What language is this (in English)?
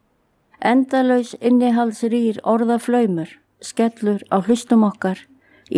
Icelandic